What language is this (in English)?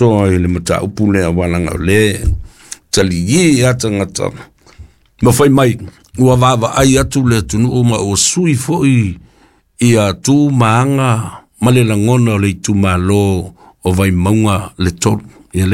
Samoan